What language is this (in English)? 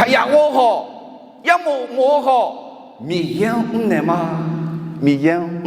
Akha